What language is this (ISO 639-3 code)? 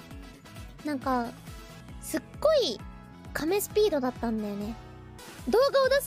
jpn